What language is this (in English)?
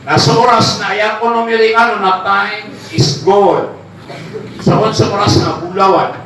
Maranao